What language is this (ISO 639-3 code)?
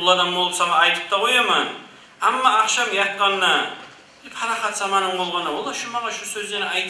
kum